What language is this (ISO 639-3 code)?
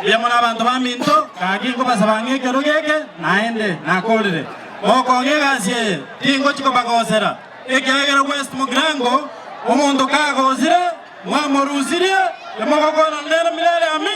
guz